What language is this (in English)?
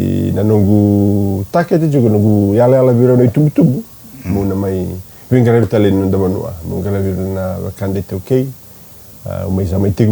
Fijian